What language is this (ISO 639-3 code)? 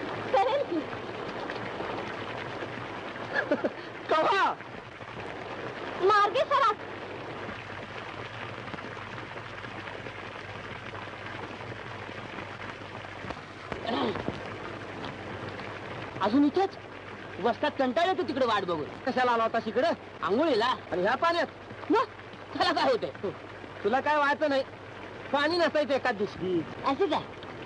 mar